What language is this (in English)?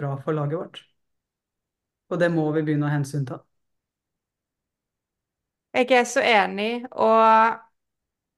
Norwegian